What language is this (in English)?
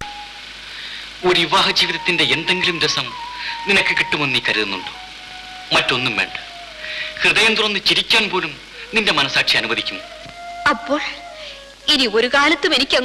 Malayalam